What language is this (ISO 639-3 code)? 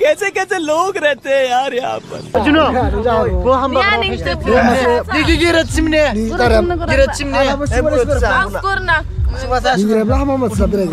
dis